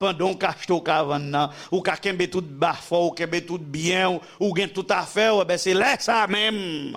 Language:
Haitian Creole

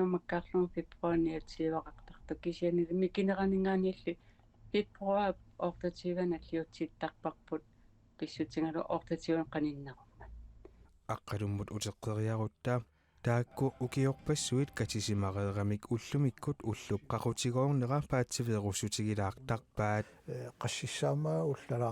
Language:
Kalaallisut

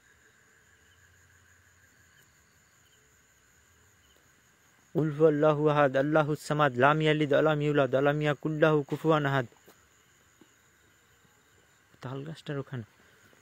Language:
Bangla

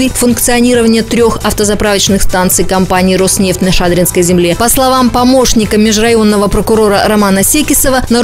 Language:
Russian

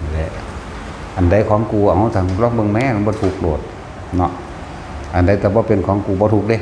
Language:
Northeastern Thai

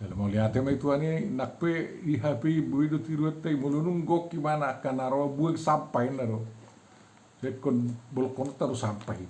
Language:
Batak Toba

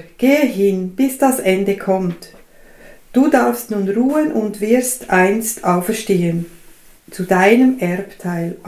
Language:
Swiss German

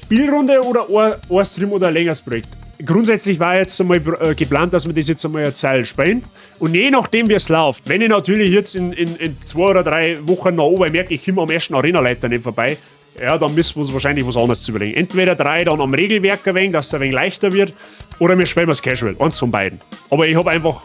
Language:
Bavarian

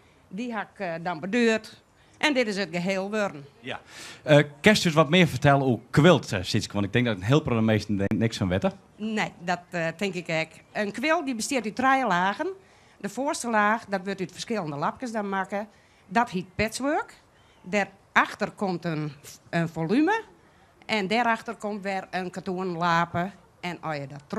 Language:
Western Frisian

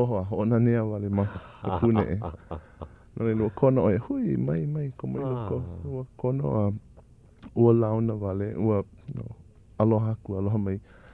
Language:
Hawaiian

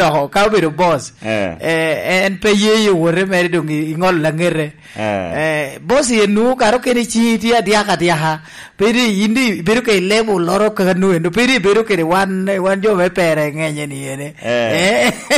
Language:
Lango (Uganda)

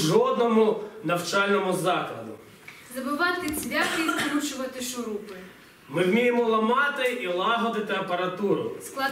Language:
Ukrainian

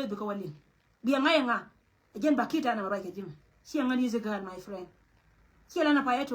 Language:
Nuer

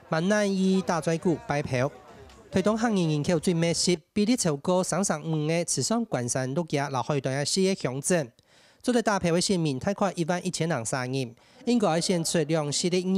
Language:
Hakka Chinese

